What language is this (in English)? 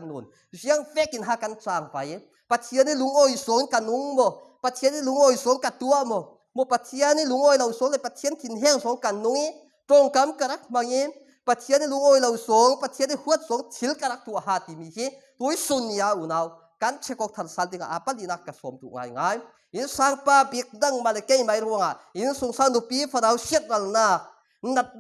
Falam Chin